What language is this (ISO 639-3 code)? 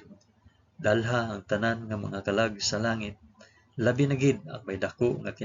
hil